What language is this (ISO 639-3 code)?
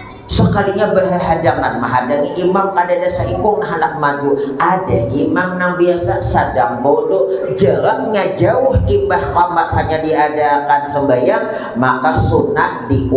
bjn